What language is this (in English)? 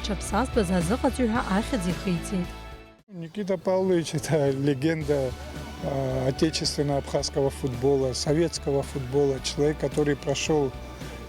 Abkhazian